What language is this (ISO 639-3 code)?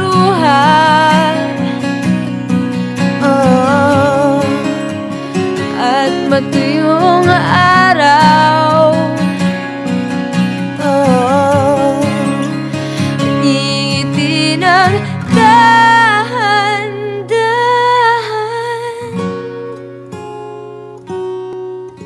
fil